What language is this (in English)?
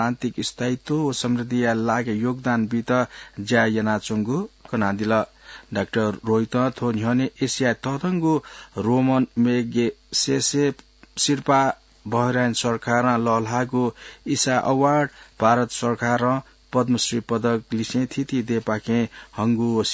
Newari